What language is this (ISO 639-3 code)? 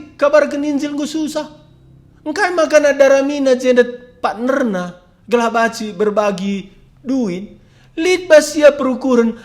btx